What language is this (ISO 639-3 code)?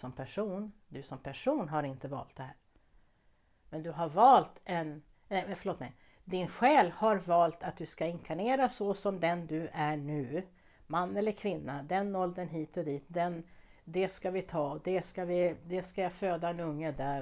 swe